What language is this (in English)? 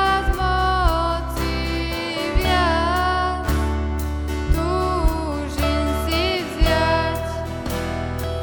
Slovak